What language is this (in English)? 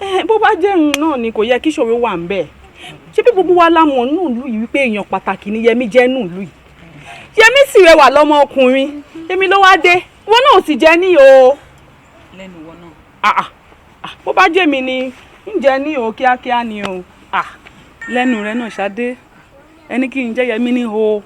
Yoruba